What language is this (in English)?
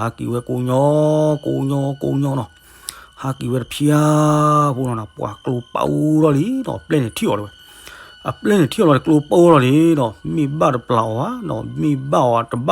S'gaw Karen